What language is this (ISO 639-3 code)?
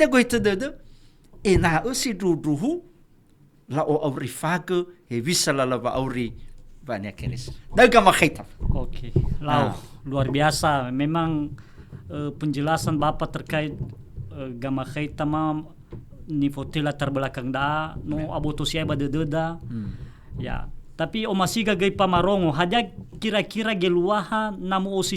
nia